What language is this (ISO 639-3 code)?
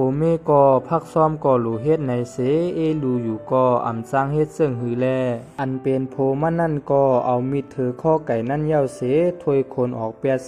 shn